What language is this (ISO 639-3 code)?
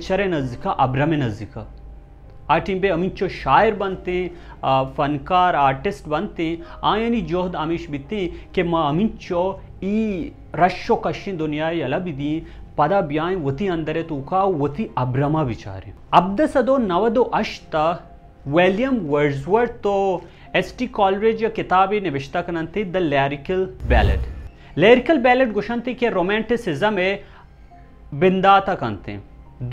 bal